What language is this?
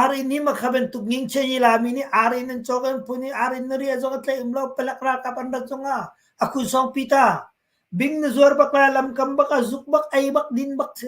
Hakha Chin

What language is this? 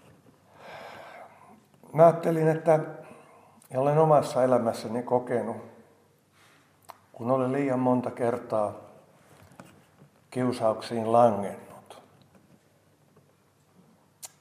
Finnish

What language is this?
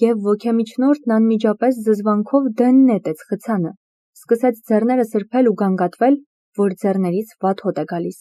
Armenian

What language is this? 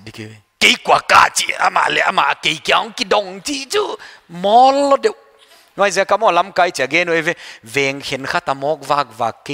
Paite Chin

